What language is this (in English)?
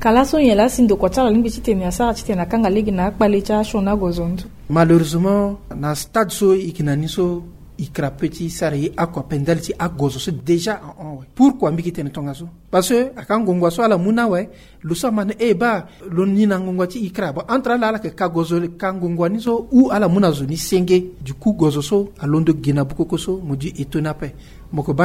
Sango